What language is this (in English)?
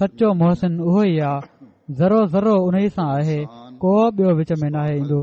Sindhi